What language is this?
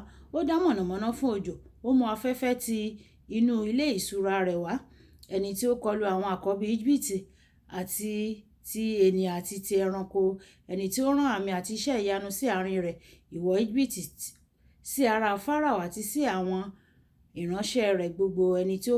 Yoruba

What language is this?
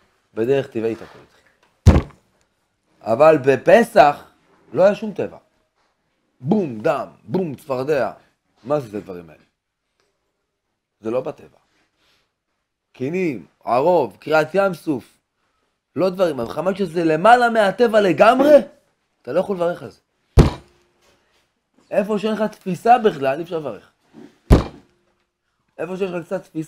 Hebrew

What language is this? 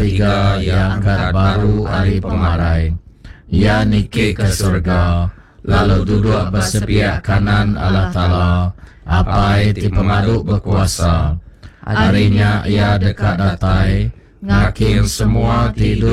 Iban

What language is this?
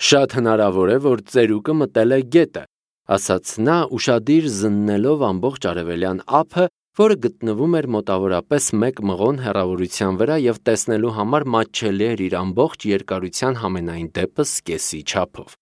Armenian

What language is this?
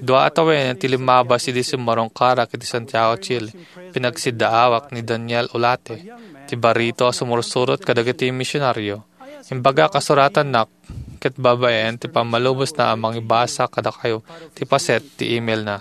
Iloko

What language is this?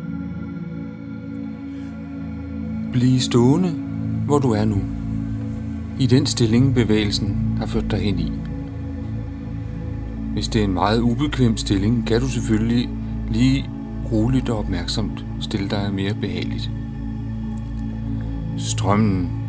Danish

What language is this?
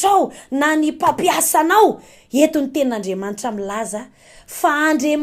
Malagasy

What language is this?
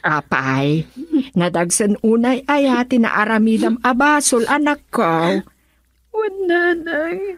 Iloko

